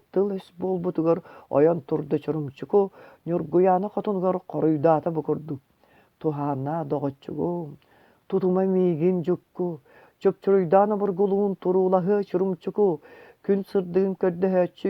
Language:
Yakut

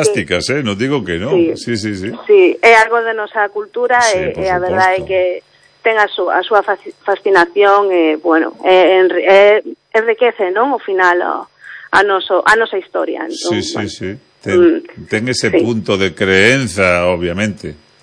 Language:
Galician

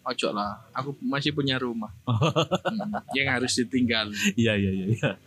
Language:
Indonesian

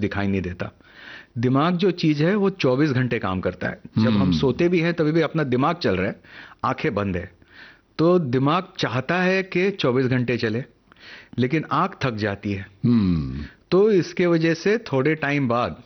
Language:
Hindi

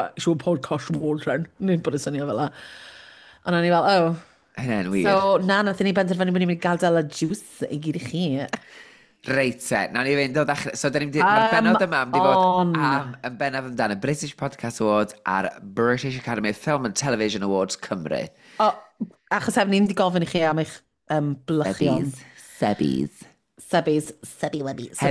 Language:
Welsh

